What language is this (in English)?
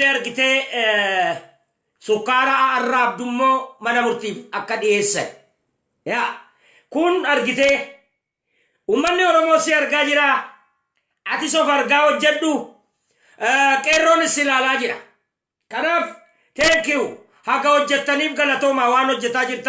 Oromo